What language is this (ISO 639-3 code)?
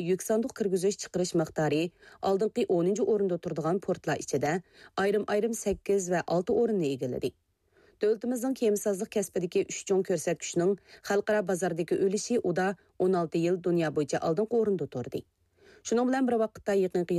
uig